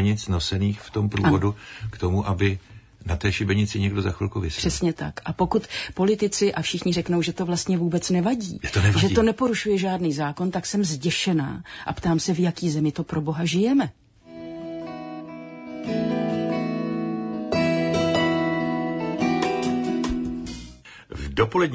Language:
Czech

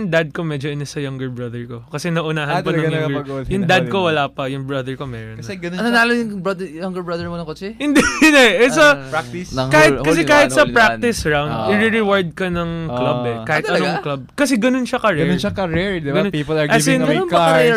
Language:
Filipino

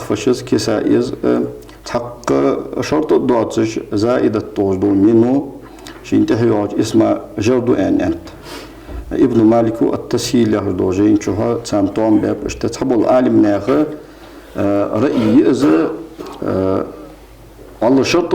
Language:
Ingush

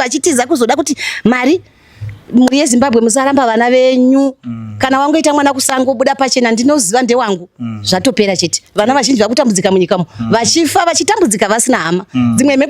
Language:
Shona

